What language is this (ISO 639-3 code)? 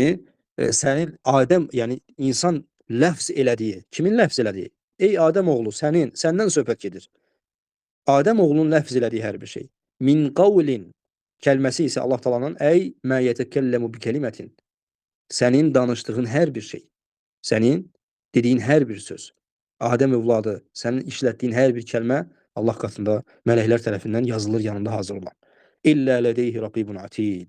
aze